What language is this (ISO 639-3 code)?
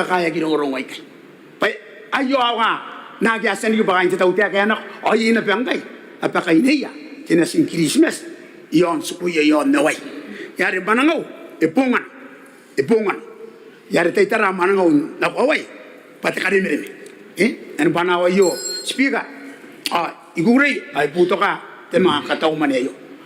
gil